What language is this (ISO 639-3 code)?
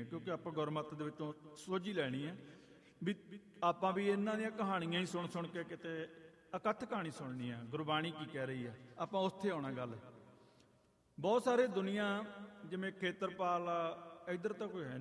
pan